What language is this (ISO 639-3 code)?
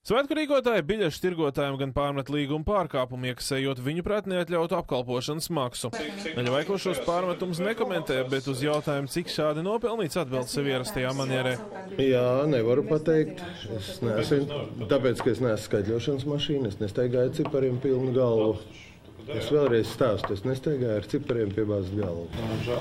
lav